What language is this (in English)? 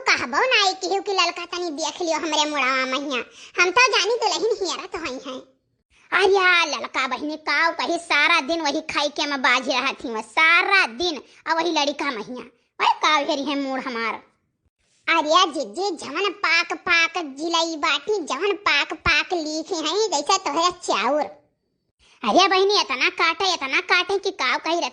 Awadhi